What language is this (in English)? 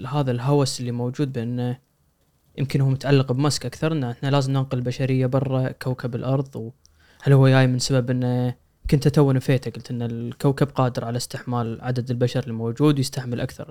Gulf Arabic